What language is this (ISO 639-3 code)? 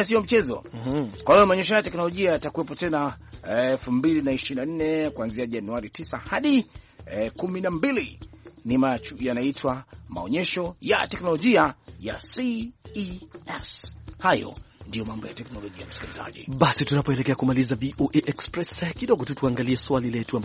swa